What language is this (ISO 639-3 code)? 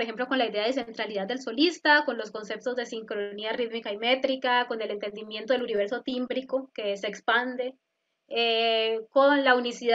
spa